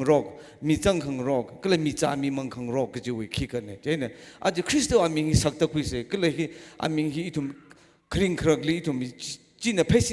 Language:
Tangkhul Naga (India)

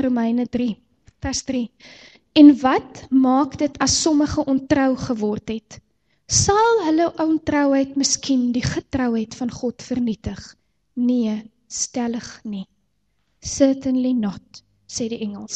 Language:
Afrikaans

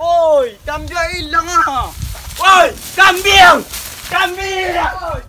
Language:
Minangkabau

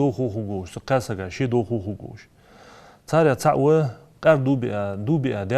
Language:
Ingush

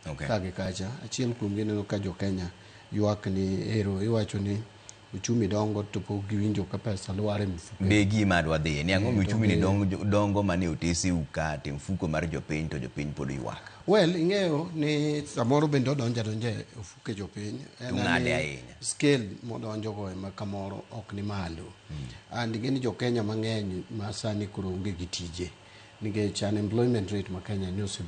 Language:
Luo (Kenya and Tanzania)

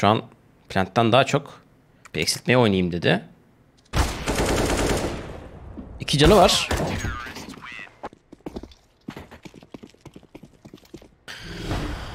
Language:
Turkish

